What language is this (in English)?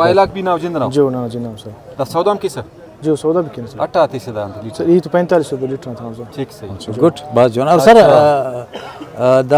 Brahui